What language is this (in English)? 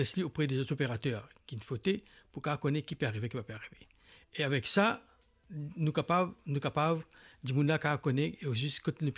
Morisyen